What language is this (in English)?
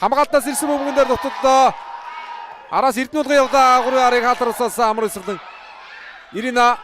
Mongolian